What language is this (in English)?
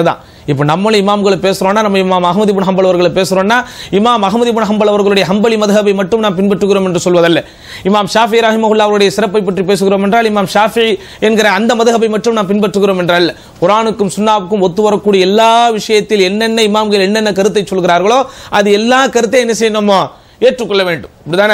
Tamil